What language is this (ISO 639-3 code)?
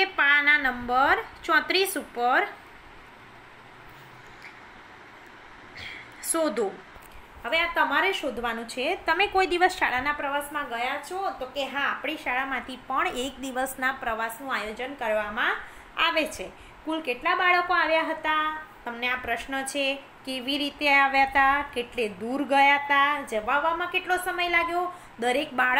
guj